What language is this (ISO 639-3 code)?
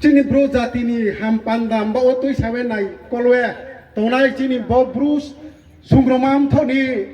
ria